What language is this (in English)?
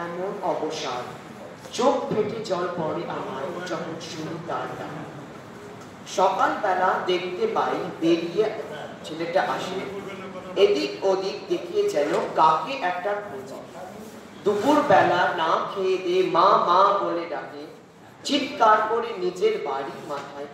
Bangla